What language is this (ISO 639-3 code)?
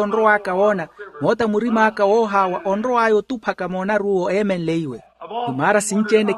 vmw